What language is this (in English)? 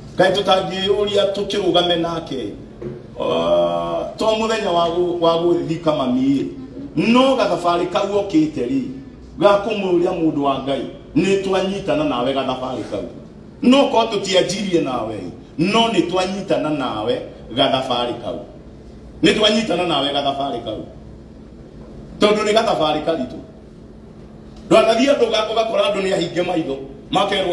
Kikuyu